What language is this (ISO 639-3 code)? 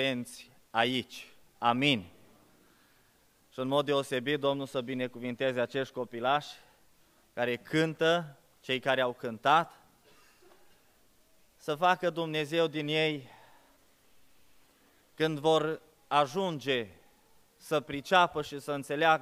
ron